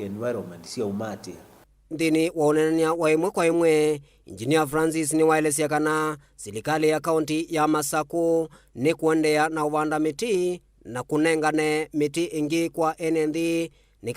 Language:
Kamba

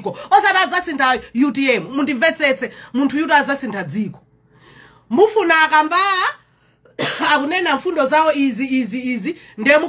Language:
Nyanja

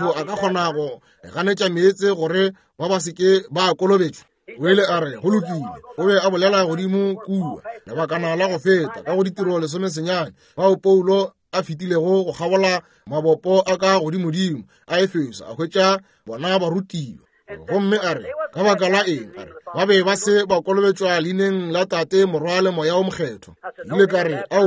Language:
Northern Sotho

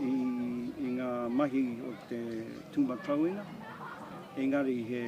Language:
Māori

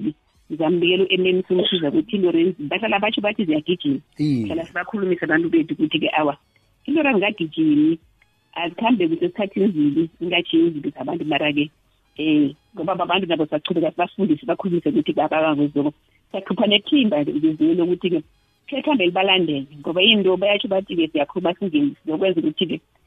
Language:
South Ndebele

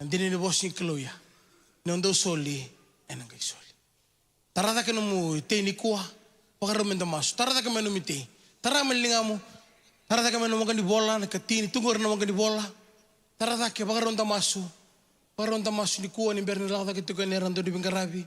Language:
Fijian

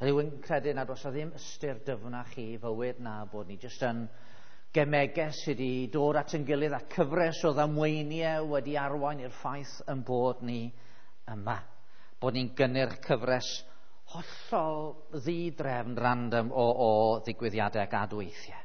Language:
Welsh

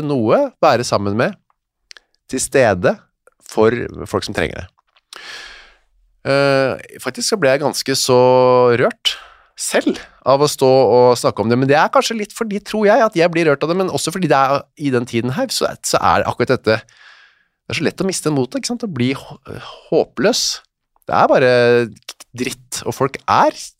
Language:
Norwegian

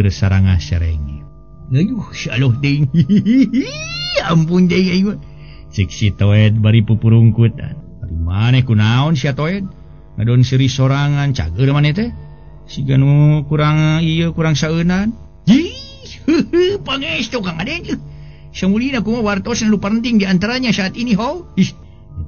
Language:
Sundanese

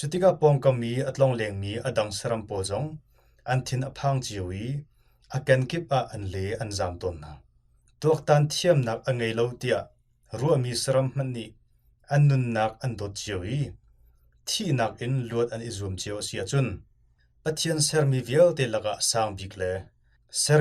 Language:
Hakha Chin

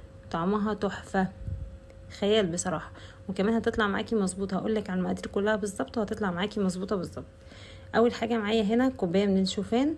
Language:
Egyptian Arabic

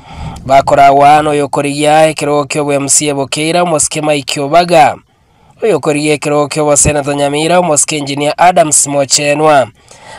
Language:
Gusii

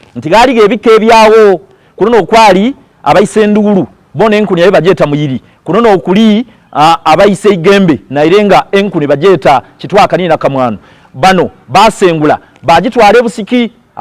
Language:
Soga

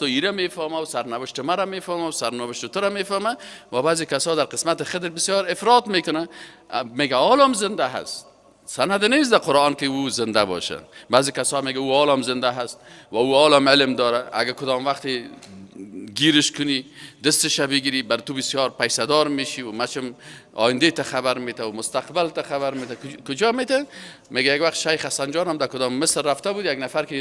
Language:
Persian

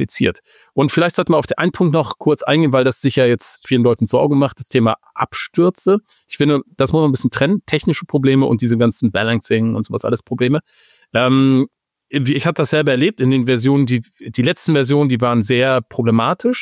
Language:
German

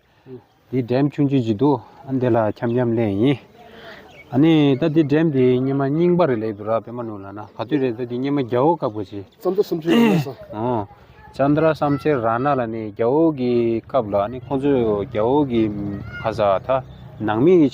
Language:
Tibetan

